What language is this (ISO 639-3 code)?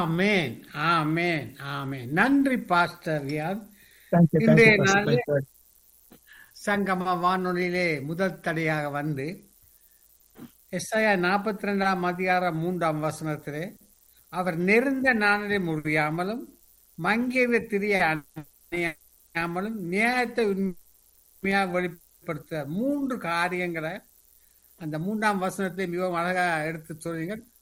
tam